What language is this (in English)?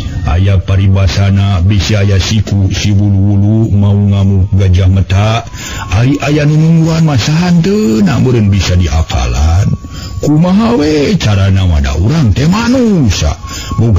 Sundanese